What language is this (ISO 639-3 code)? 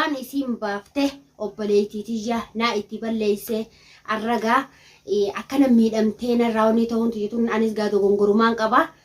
orm